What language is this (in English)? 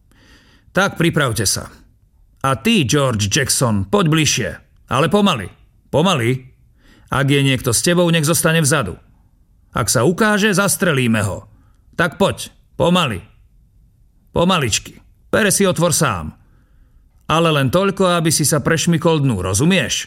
Slovak